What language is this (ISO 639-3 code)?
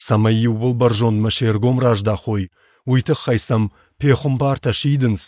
oss